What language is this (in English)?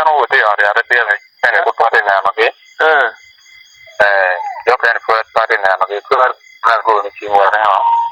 Acoli